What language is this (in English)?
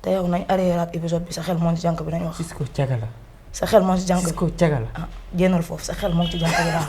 Wolof